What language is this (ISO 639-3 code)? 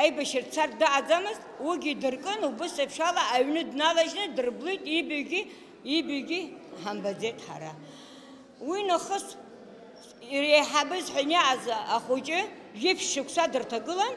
abk